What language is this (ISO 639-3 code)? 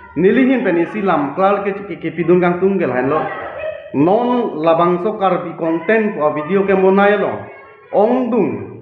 mjw